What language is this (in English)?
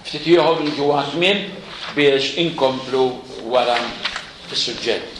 Maltese